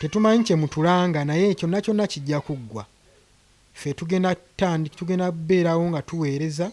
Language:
Ganda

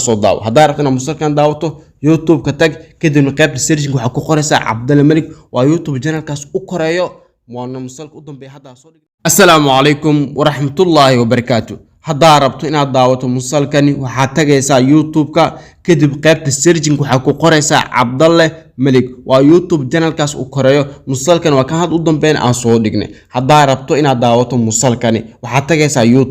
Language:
Somali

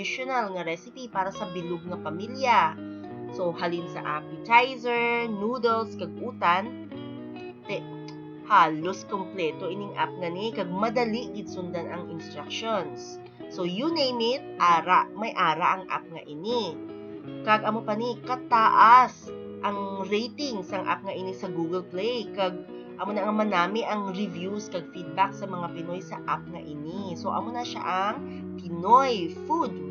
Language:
Hiligaynon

